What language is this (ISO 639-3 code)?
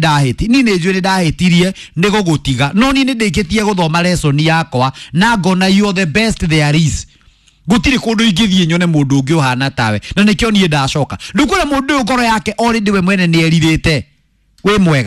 kik